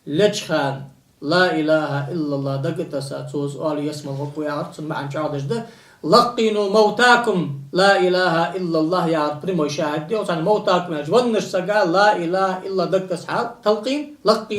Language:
Ingush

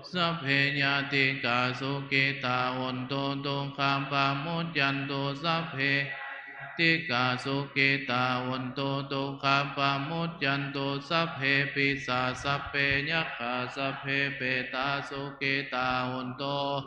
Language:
Pali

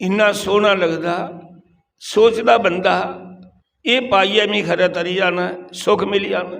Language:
Dogri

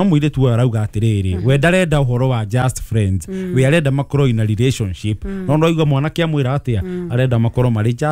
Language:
Kikuyu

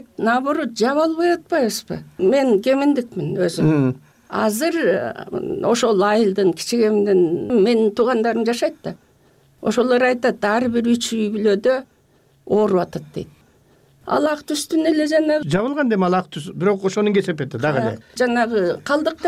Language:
Kyrgyz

